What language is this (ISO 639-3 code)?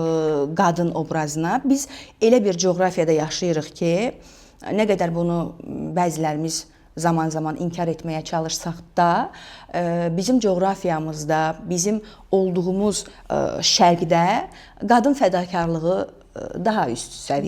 aze